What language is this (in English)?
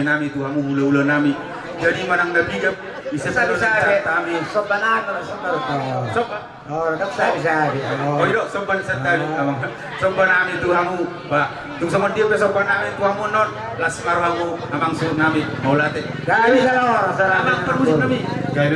Batak Toba